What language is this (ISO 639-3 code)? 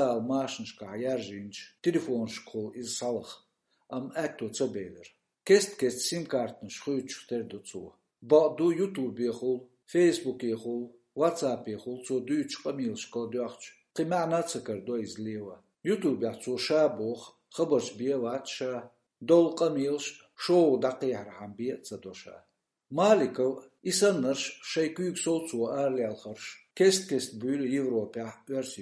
che